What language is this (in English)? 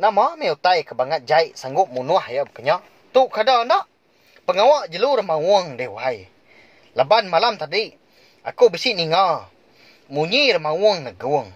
Iban